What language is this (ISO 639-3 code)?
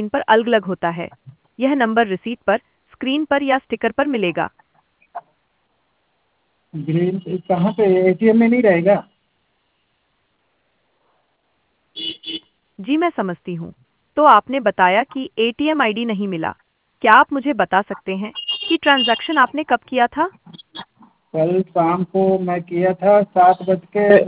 hin